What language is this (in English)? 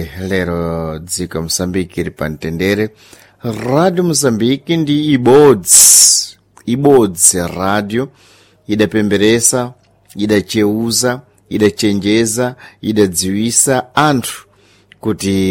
Sena